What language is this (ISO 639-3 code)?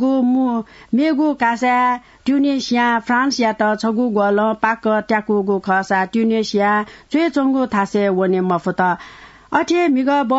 new